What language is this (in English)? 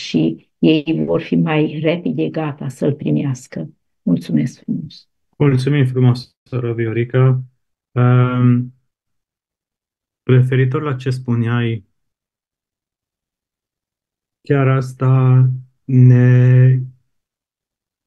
Romanian